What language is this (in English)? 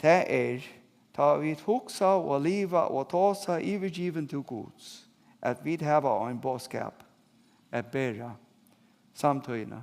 Faroese